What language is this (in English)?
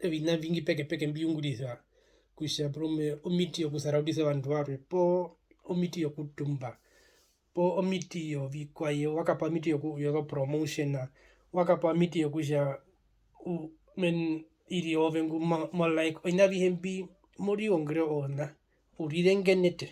Herero